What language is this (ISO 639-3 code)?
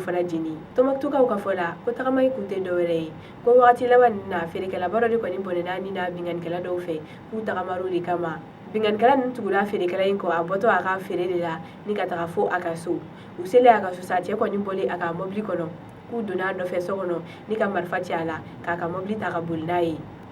bam